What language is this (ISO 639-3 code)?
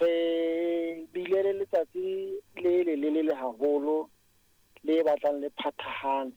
sot